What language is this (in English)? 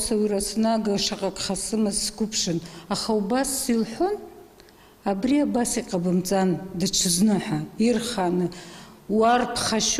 Abkhazian